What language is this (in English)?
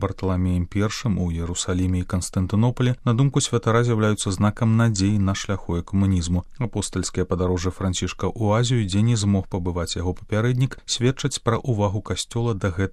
Belarusian